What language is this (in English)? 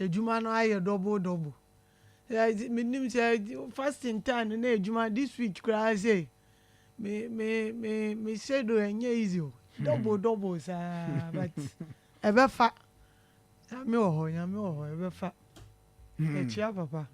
Akan